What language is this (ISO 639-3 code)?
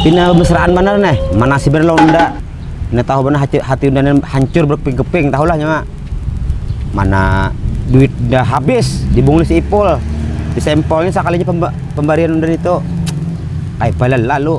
bjn